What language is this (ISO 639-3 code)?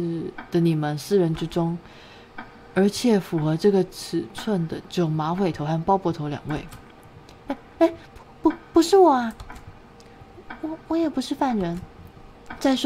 zho